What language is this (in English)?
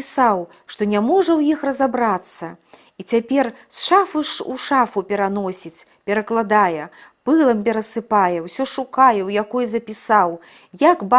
Belarusian